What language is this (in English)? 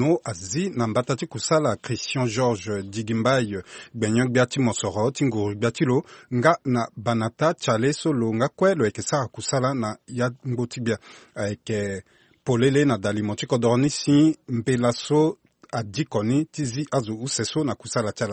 Sango